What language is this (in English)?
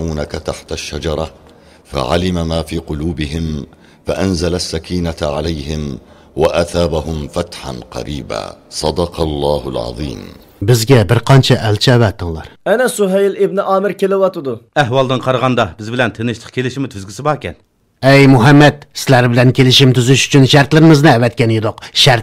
Uyghur